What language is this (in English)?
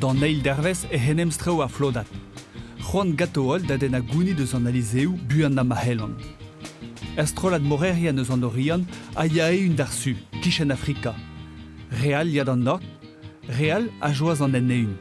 Breton